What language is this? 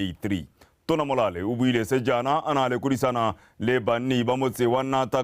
Tswana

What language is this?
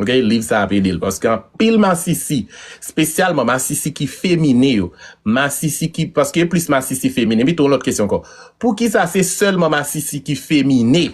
Haitian Creole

